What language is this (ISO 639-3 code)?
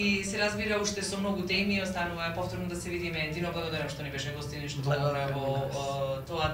mkd